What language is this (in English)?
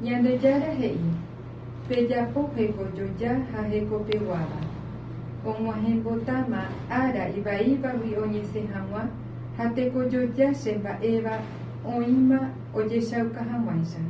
Guarani